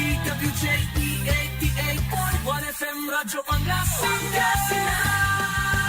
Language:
Pangasinan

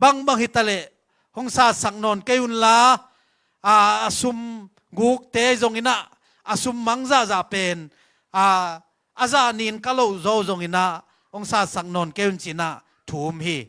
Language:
Tedim Chin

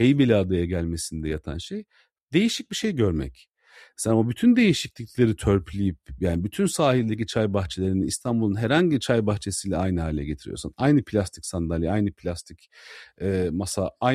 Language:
Turkish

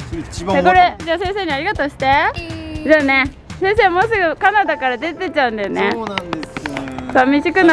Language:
Japanese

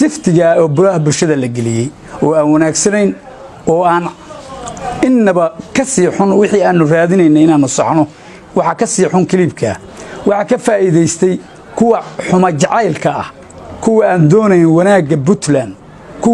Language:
Somali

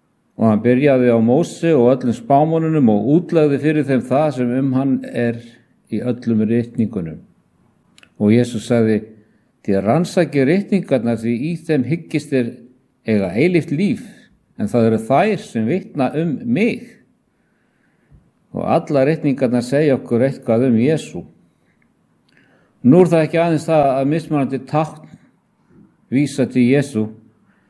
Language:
Icelandic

